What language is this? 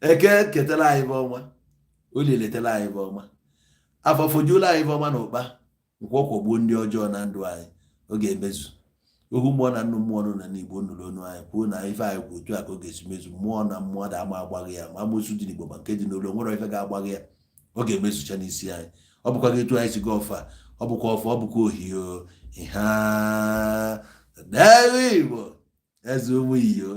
Igbo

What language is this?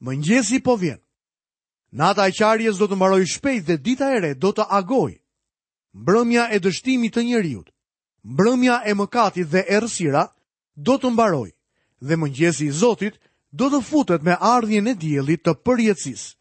Albanian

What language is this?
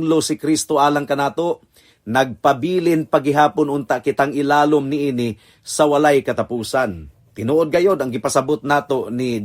Cebuano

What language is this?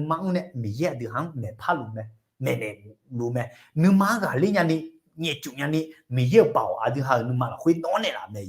Akha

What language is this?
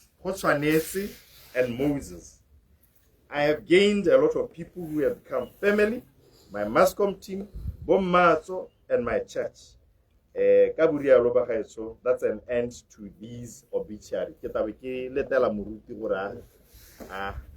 Tswana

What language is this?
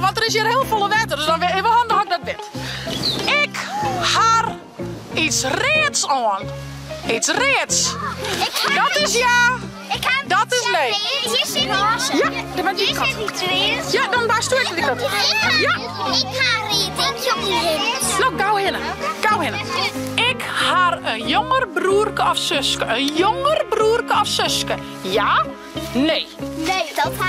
Western Frisian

